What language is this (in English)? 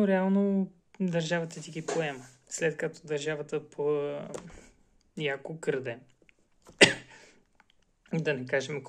Bulgarian